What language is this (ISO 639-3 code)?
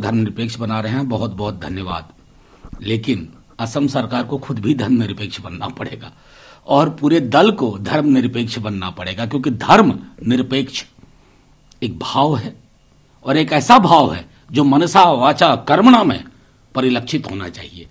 hin